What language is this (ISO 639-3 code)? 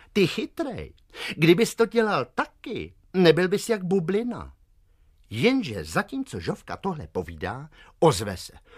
ces